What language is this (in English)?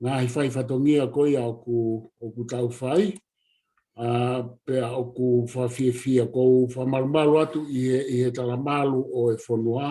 Tongan